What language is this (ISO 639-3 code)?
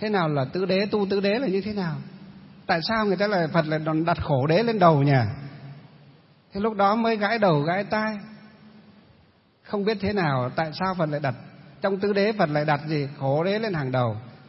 vie